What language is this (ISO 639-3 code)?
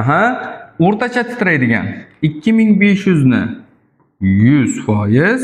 uzb